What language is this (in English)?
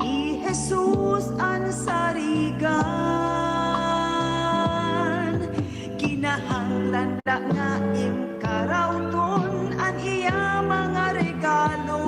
Waray